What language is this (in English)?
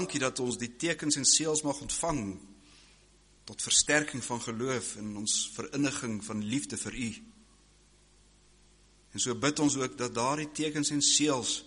Afrikaans